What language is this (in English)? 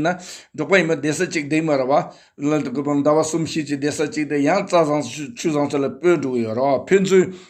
Tibetan